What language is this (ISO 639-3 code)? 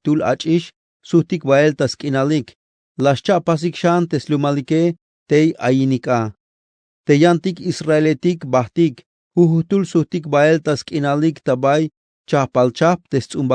tzh